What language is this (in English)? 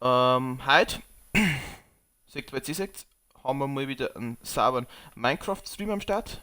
Bavarian